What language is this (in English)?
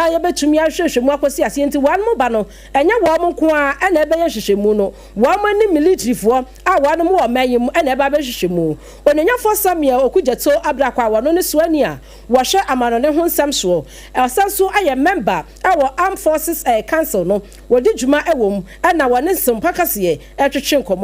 Akan